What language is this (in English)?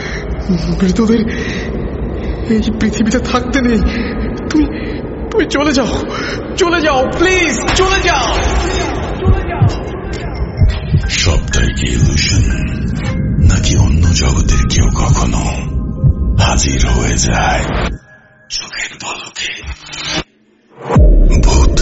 Bangla